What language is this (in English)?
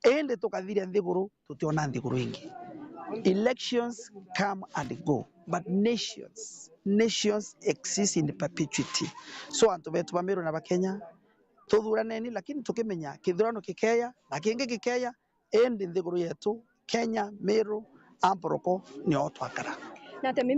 Meru